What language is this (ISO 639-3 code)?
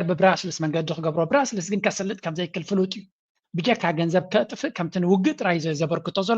tir